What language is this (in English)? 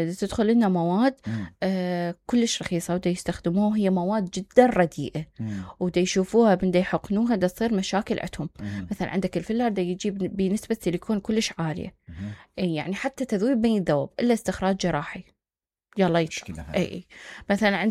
Mesopotamian Arabic